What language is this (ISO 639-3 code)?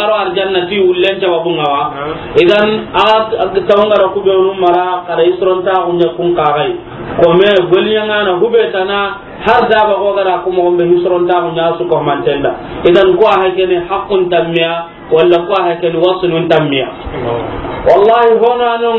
snk